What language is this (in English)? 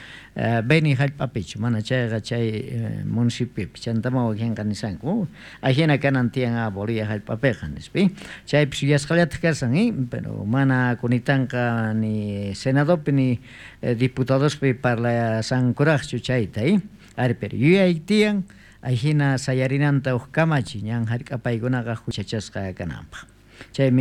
South Bolivian Quechua